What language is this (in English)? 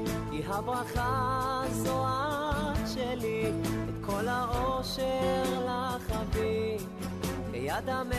Hebrew